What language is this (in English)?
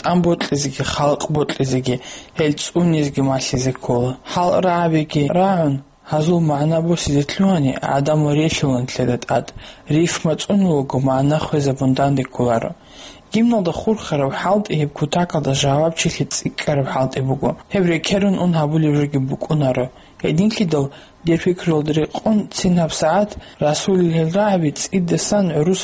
Avaric